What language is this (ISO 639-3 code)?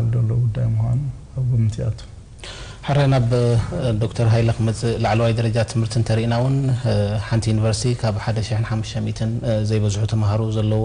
tir